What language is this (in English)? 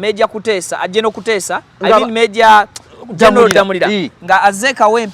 Ganda